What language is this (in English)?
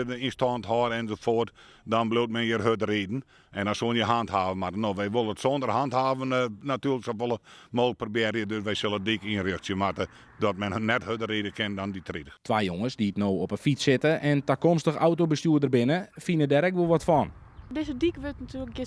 Western Frisian